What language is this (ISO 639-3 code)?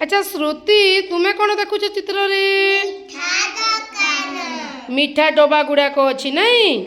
ori